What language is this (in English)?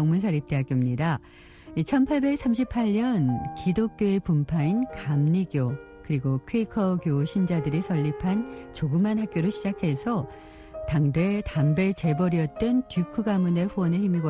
Korean